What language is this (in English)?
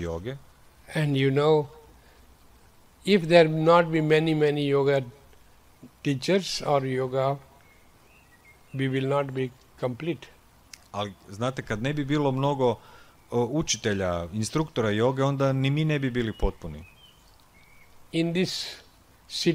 Croatian